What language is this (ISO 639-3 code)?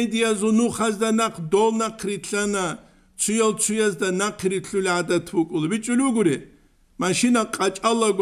ava